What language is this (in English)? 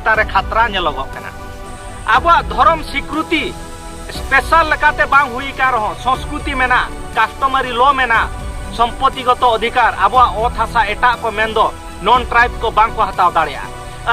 Santali